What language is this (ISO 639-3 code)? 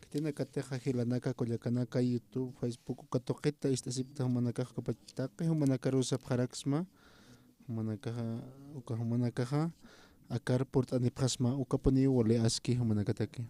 aym